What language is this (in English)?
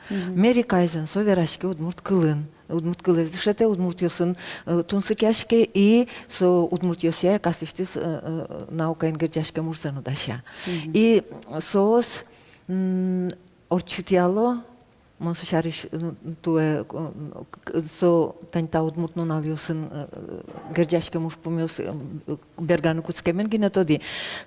Udmurt